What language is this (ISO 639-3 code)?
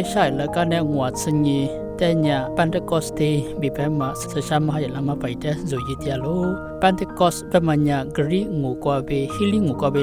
lis